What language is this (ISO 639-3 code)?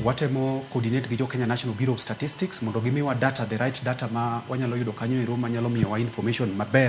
luo